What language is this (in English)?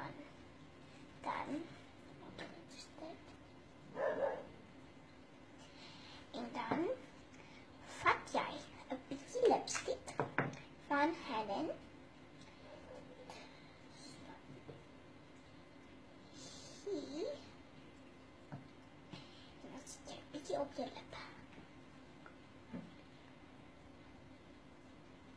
Afrikaans